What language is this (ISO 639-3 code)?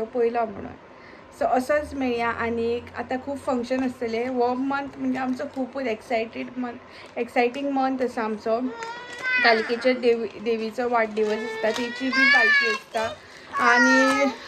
kok